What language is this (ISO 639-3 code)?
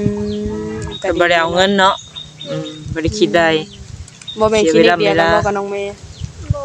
tts